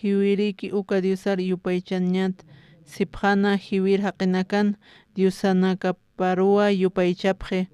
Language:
Aymara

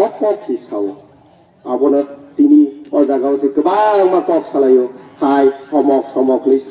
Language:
Kok Borok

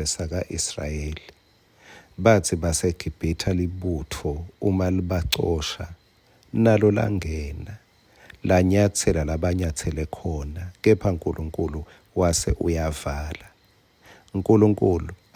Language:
Swati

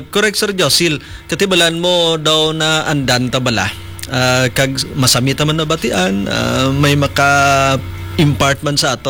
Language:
Hiligaynon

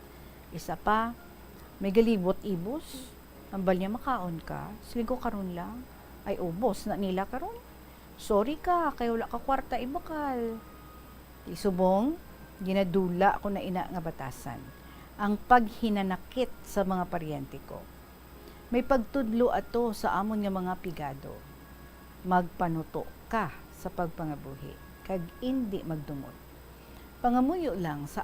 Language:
Hiligaynon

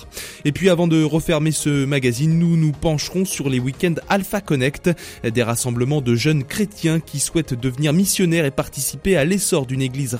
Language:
French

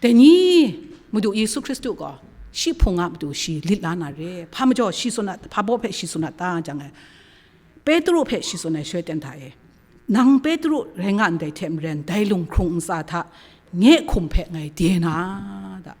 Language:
Kachin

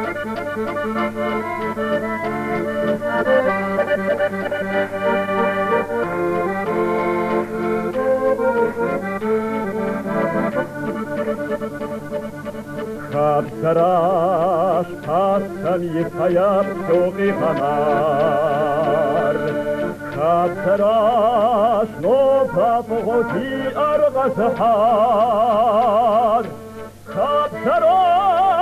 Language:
Kabardian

